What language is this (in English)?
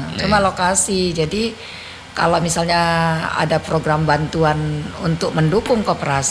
Indonesian